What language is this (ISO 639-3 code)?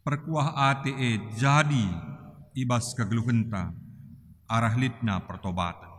btx